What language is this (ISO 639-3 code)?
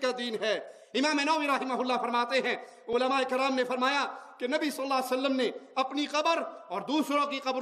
urd